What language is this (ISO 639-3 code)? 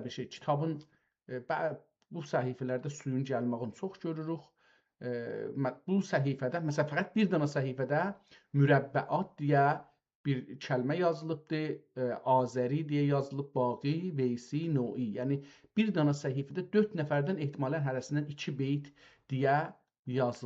azb